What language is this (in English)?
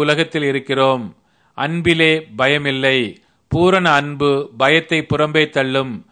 Tamil